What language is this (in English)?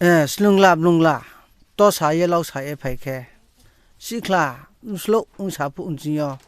Riang (India)